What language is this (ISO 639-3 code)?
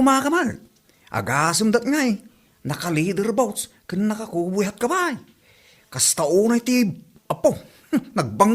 ilo